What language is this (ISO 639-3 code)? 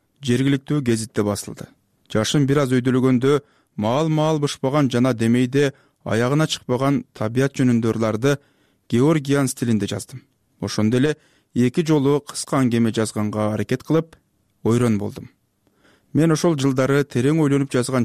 kir